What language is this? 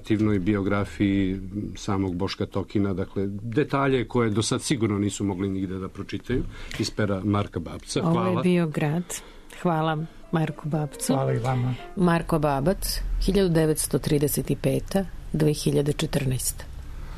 Serbian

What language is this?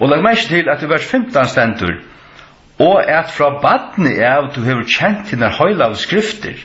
Faroese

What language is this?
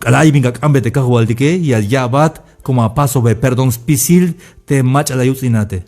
Tzeltal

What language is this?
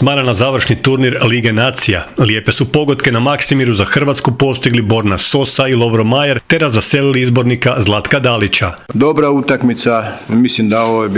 Croatian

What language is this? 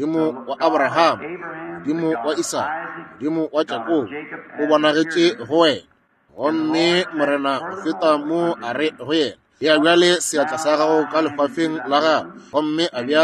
Northern Sotho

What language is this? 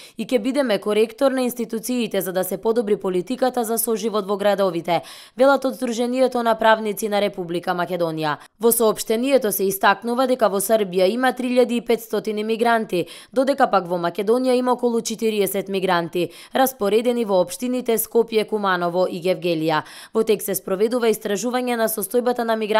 Macedonian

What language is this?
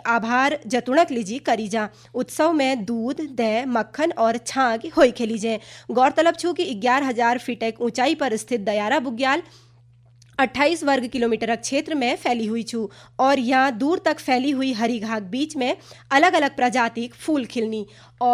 Garhwali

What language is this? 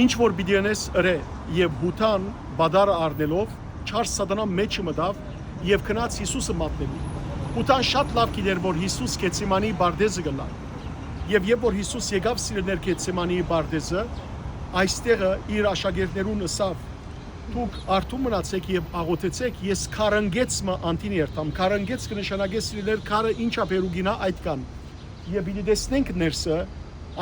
Western Armenian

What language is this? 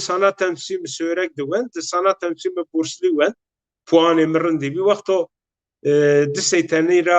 Zaza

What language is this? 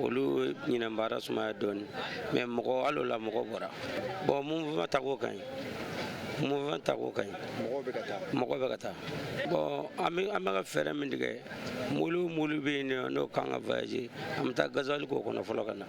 Bambara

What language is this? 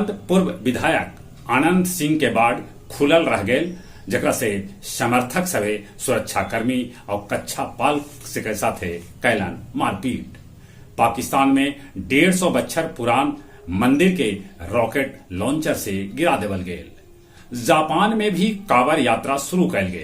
Magahi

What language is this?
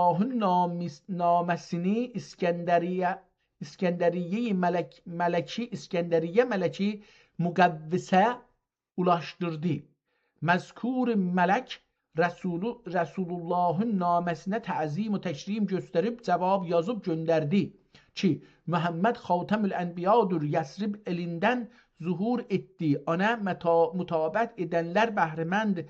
South Azerbaijani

